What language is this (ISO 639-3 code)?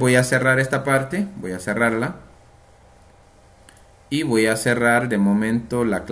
spa